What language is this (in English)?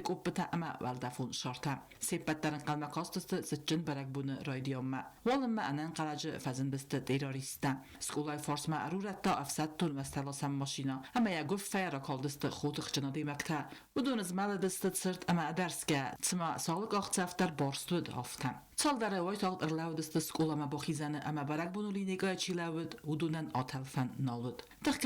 Ossetic